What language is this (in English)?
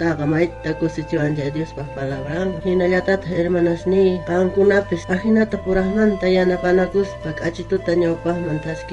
South Bolivian Quechua